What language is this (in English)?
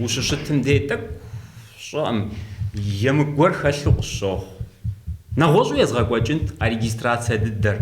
Kabardian